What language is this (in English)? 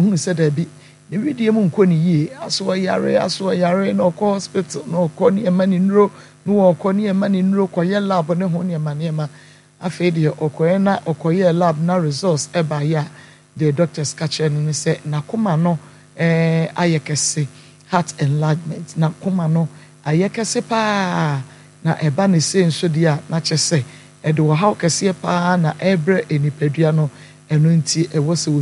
Akan